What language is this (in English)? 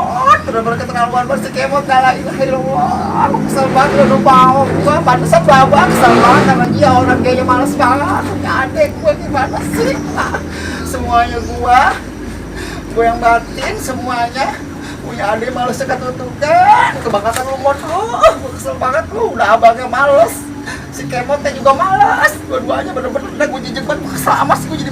Betawi